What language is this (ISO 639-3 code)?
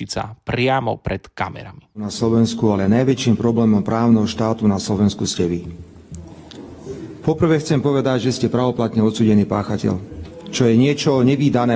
slk